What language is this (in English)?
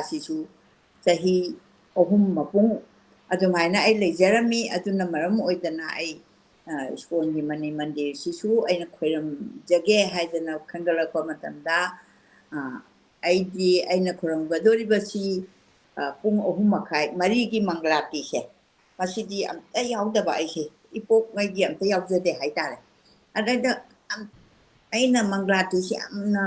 Manipuri